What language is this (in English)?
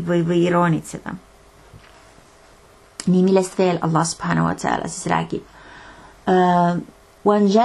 Estonian